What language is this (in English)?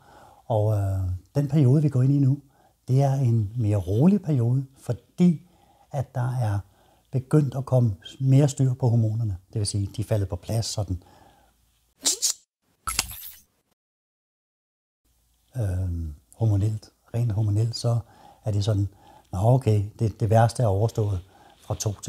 Danish